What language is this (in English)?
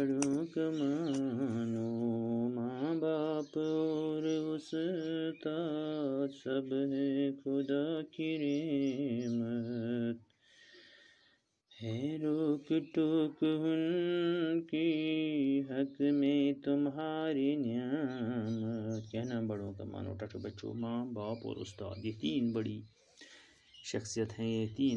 Urdu